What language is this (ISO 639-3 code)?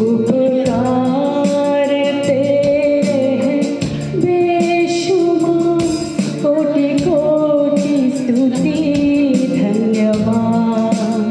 hmr